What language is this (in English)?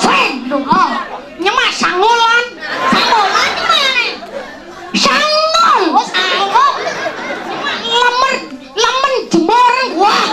Balinese